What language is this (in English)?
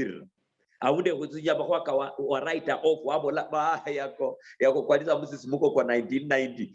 Luyia